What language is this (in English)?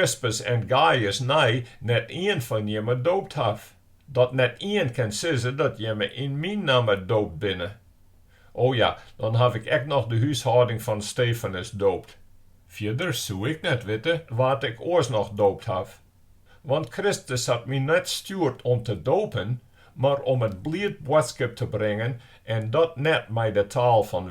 Western Frisian